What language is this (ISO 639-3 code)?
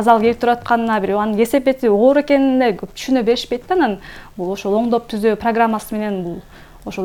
kir